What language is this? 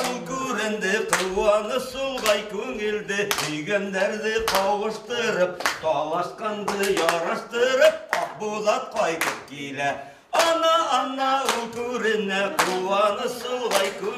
Bashkir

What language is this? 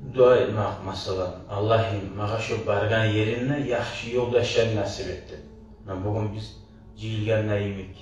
Kumyk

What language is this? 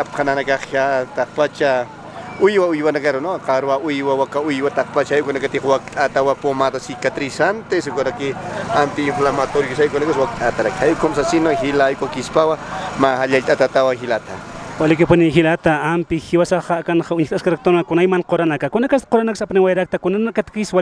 Aymara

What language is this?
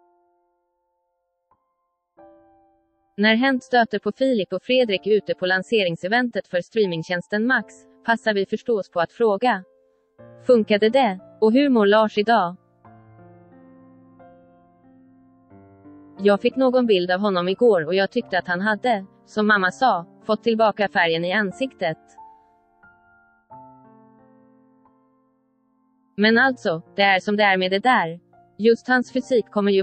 Swedish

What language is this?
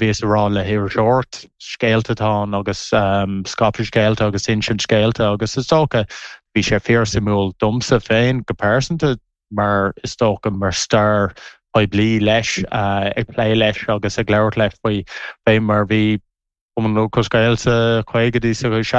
Irish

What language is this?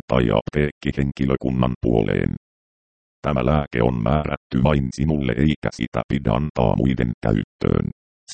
Finnish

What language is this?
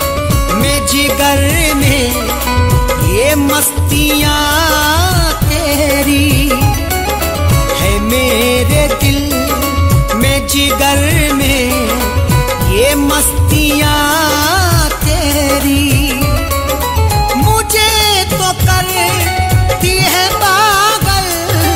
Hindi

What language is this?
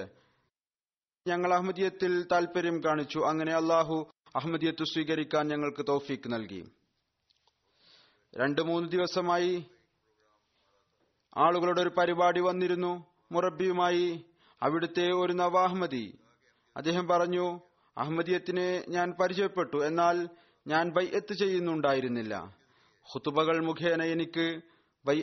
Malayalam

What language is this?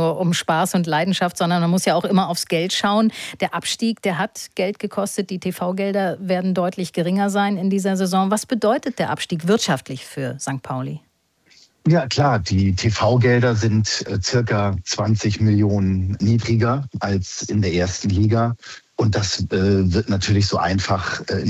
German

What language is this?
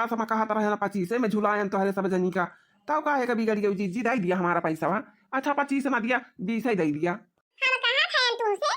Awadhi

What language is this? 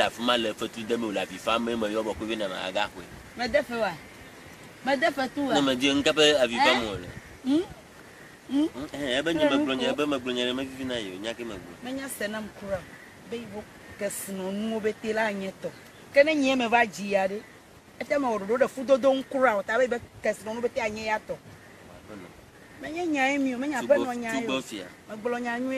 Ewe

